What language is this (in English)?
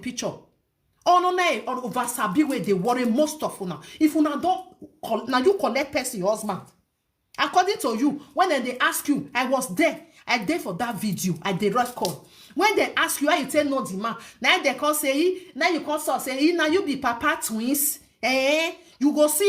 Nigerian Pidgin